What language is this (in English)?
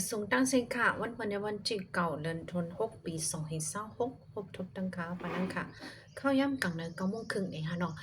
Shan